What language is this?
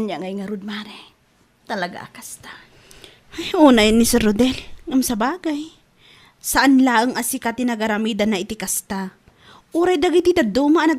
Iloko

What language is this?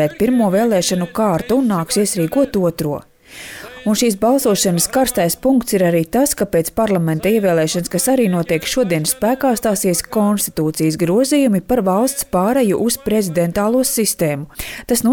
Latvian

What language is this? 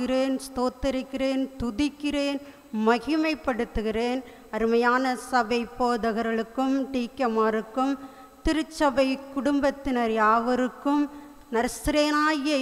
Tamil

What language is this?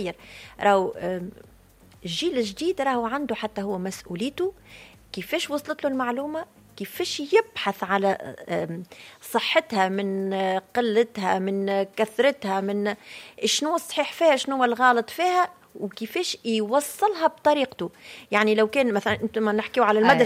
Tunisian Arabic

